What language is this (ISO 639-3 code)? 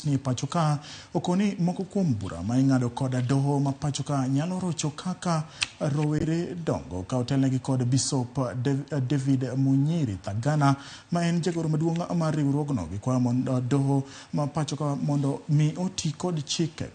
luo